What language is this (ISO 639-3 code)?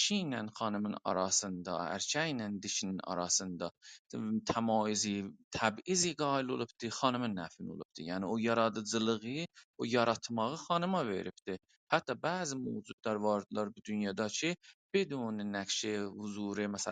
azb